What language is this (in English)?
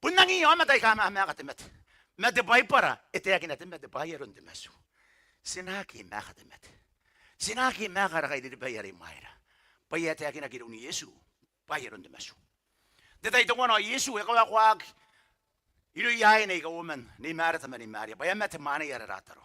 Gilbertese